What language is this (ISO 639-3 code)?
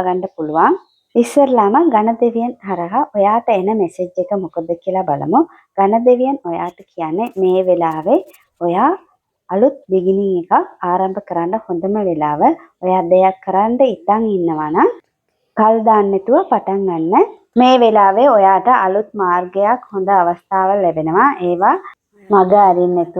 sin